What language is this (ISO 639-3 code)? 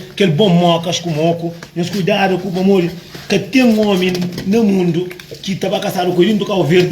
kea